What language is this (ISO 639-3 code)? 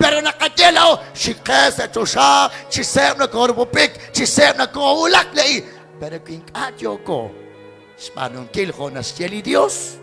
kek